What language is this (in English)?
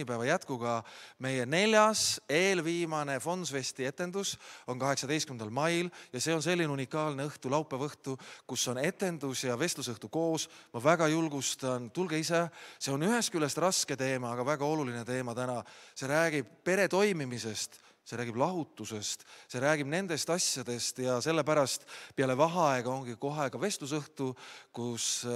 Estonian